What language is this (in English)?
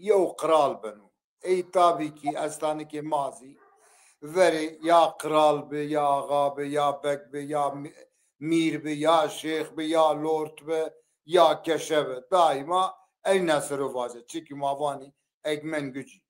Zaza